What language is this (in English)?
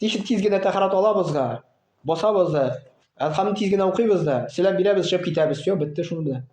Tatar